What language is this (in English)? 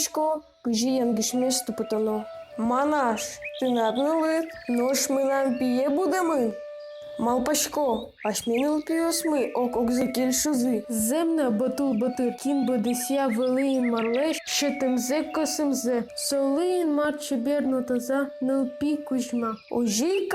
Udmurt